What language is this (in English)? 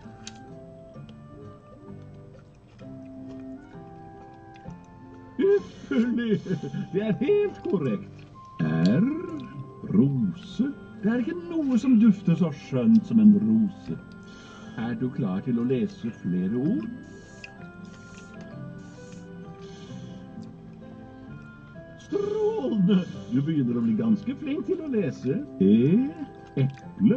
Norwegian